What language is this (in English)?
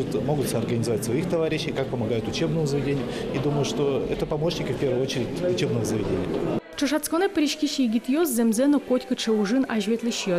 Udmurt